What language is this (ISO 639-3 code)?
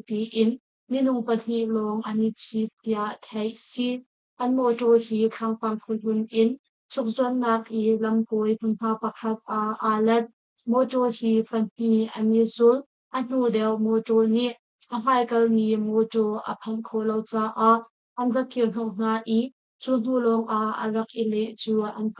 cnh